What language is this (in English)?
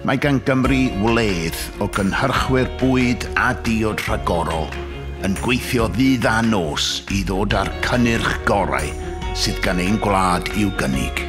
Welsh